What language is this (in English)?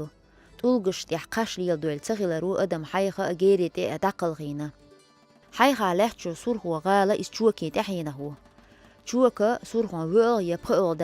Chechen